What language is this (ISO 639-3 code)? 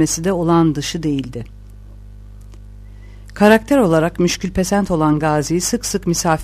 tur